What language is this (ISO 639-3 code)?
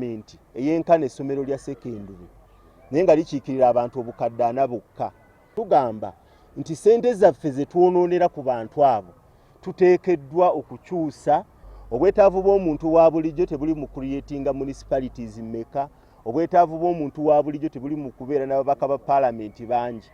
lug